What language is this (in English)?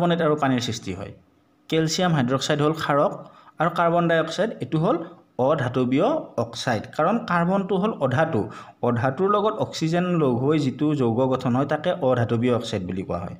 Assamese